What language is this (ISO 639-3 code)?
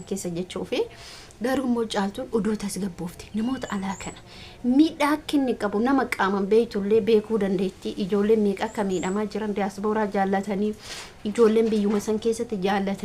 orm